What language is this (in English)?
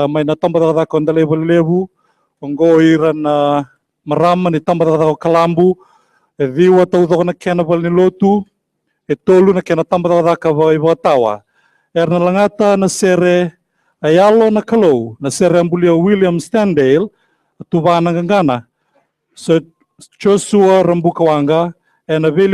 Fijian